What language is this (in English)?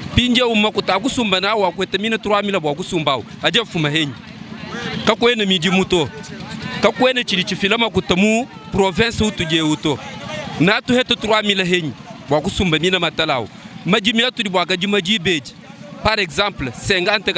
Luba-Lulua